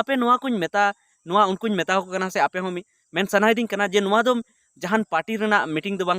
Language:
Santali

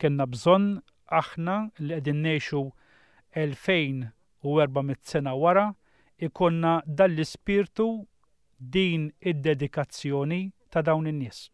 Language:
Maltese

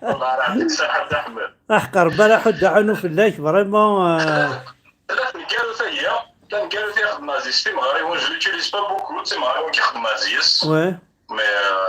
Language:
Kabyle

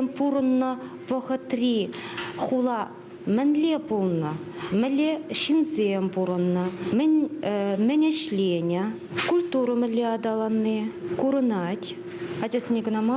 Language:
Chuvash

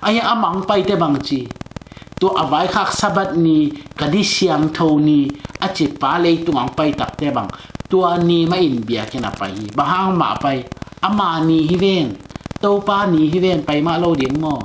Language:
Tedim Chin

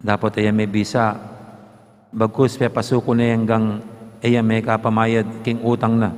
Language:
Pampanga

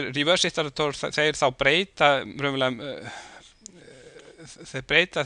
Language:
Icelandic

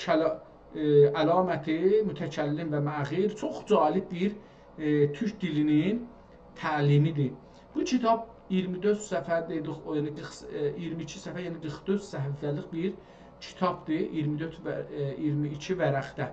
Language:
South Azerbaijani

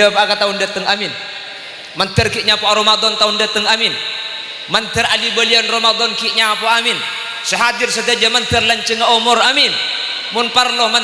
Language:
Madurese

